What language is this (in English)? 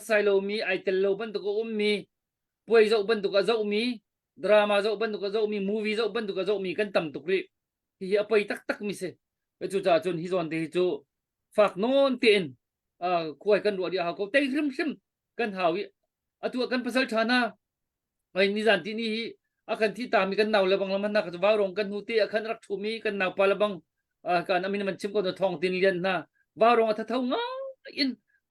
Hakha Chin